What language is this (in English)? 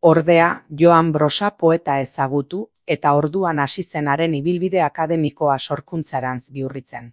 Basque